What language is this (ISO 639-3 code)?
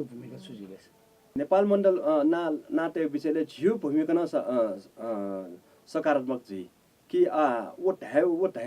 new